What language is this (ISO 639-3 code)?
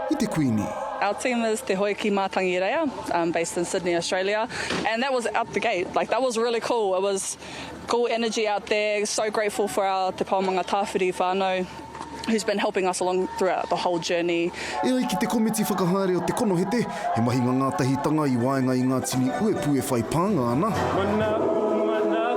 mri